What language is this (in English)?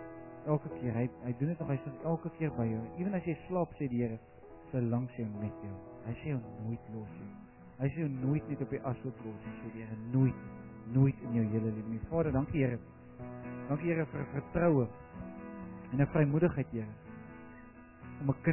Afrikaans